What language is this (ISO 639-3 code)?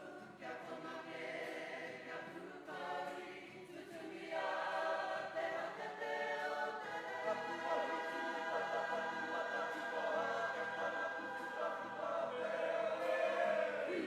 mri